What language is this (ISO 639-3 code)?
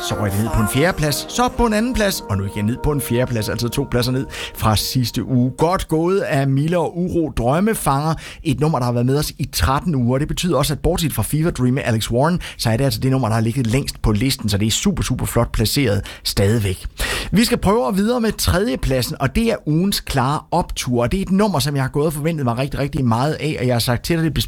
dan